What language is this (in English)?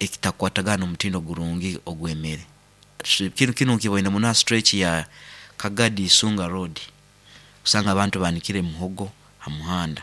Nyoro